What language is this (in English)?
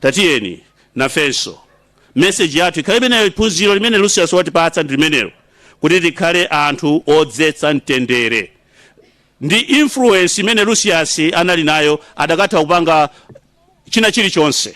Nyanja